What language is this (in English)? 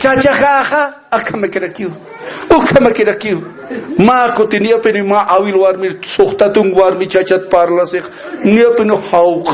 Aymara